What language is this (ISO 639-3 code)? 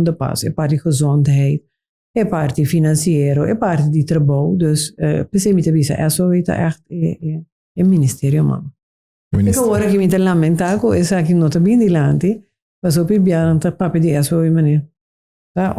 pap